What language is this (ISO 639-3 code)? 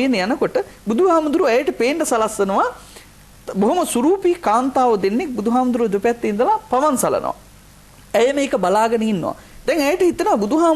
sin